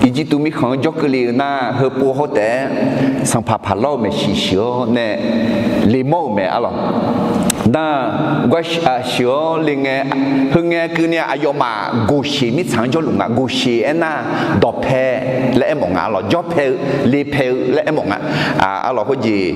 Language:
Akha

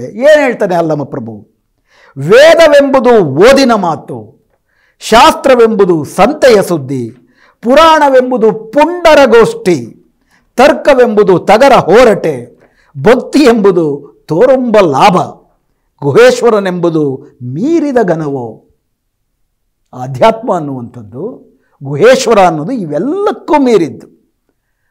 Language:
Kannada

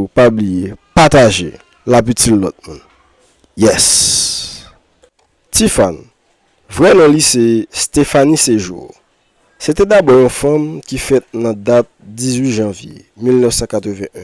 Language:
Haitian Creole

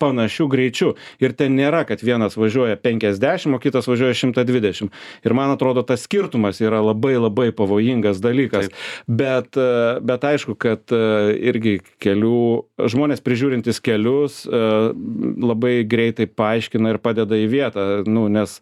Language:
Lithuanian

